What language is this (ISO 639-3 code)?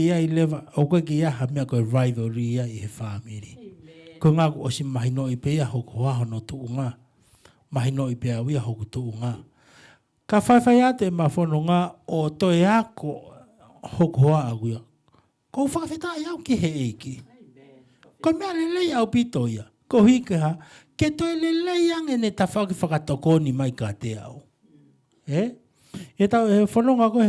ton